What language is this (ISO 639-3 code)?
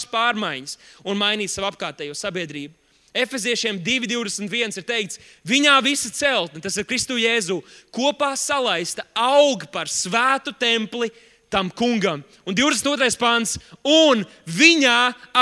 lav